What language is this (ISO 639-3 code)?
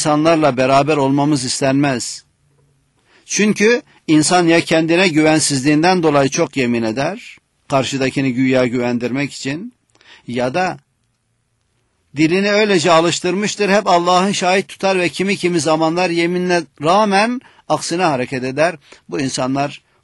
tur